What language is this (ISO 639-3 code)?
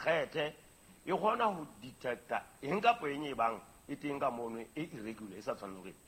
sot